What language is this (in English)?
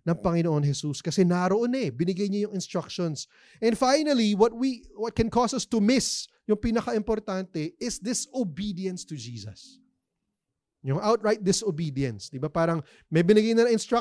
Filipino